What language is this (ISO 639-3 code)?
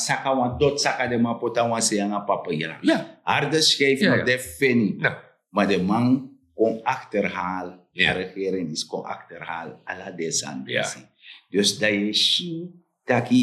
srn